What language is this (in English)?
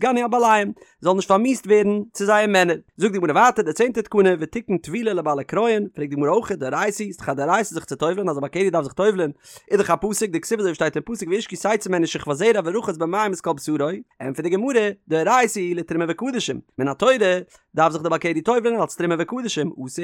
Yiddish